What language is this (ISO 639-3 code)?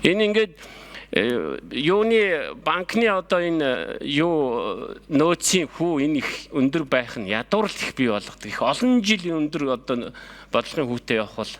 mon